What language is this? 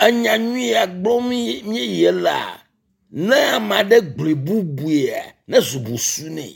Ewe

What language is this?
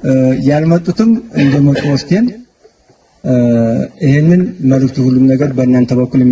Amharic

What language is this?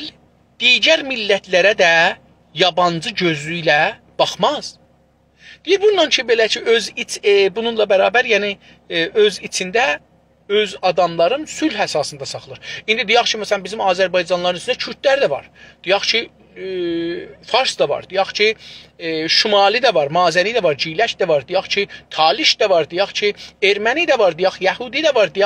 South Azerbaijani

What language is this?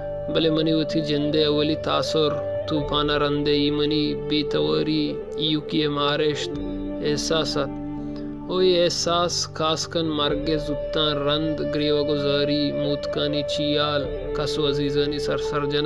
Baluchi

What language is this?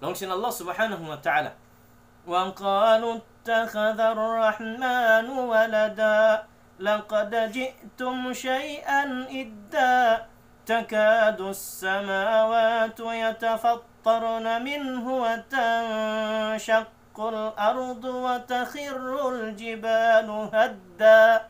Tausug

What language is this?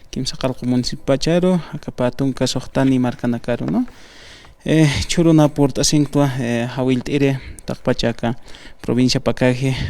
Aymara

